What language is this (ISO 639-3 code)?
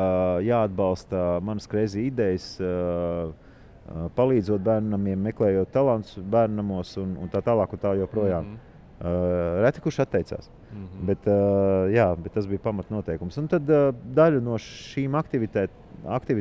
lav